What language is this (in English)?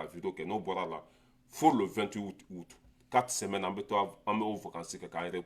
Bambara